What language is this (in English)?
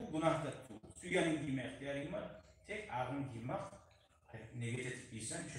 Kumyk